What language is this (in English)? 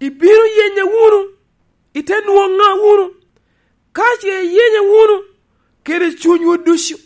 Lango (Uganda)